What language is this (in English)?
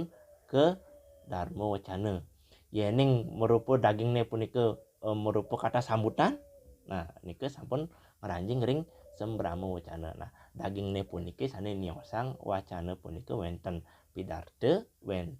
Balinese